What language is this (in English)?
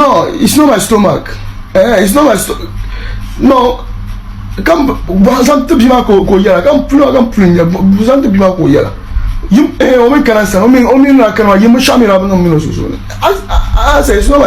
Dagbani